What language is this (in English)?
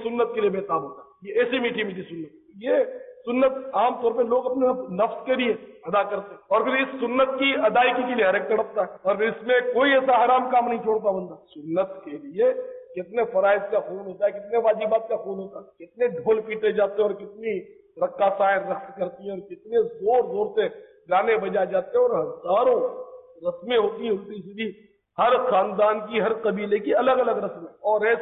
Urdu